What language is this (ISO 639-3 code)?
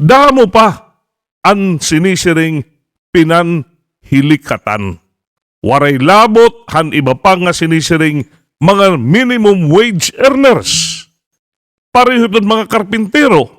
war